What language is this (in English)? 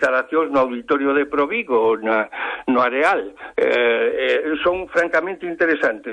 Galician